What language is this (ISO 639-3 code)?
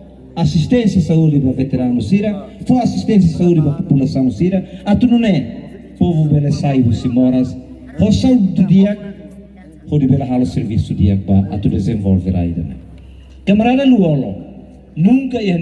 tet